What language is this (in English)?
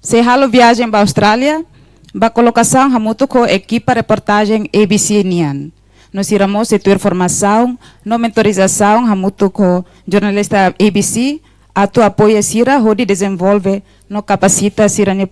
Tetum